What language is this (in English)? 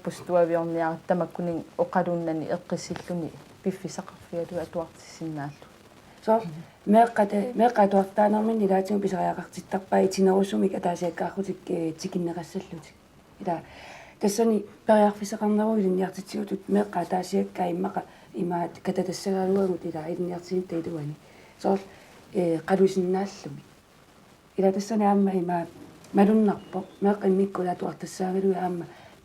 Kalaallisut